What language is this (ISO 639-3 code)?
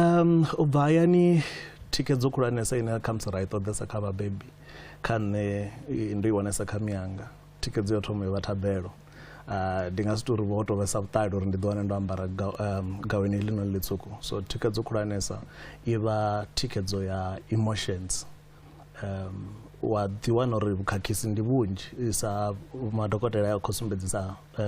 ven